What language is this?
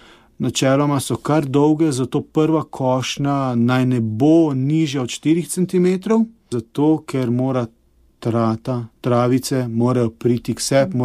Slovenian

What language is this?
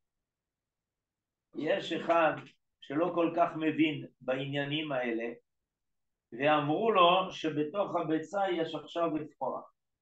Hebrew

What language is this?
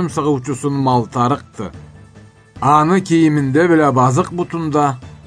Karachay-Balkar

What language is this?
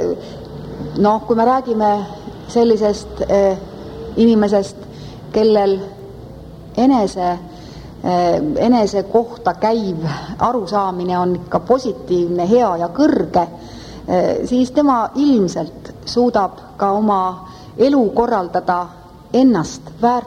Estonian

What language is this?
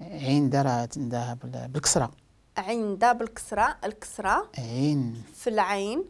Moroccan Arabic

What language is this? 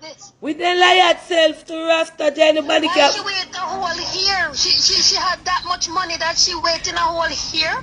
Jamaican Creole English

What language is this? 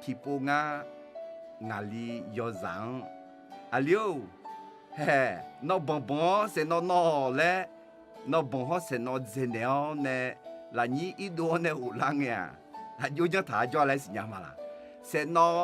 Akha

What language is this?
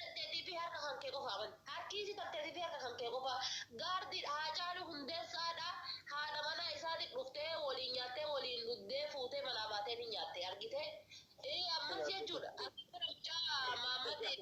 Oromo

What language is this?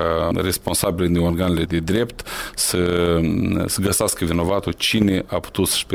Romanian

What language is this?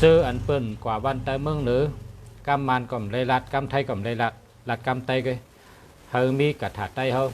Shan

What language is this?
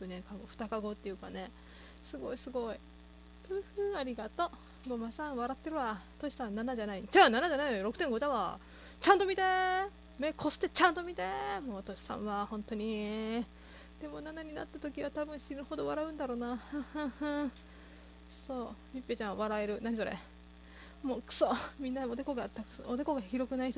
Japanese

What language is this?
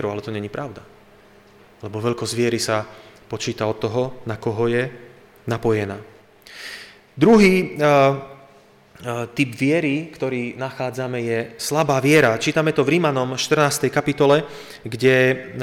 Slovak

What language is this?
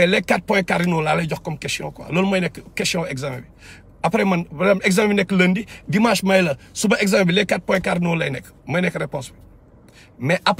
Wolof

